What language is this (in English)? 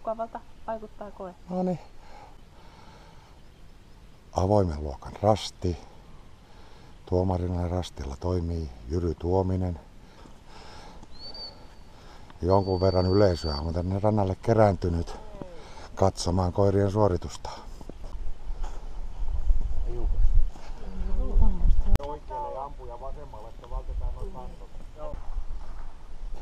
Finnish